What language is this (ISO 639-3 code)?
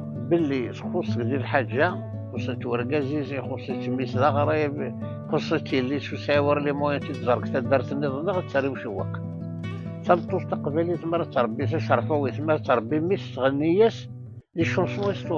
kab